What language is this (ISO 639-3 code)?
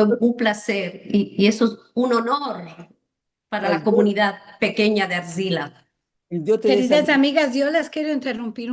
lad